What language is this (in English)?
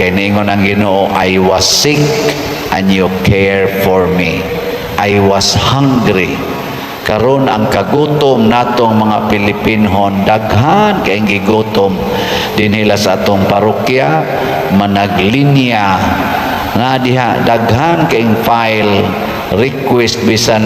Cebuano